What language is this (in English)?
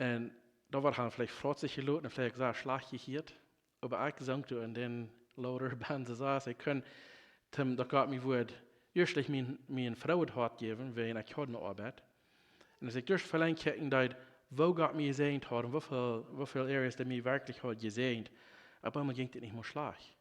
Plautdietsch